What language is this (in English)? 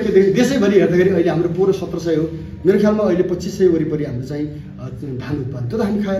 Nepali